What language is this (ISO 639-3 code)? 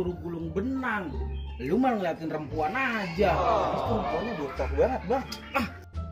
bew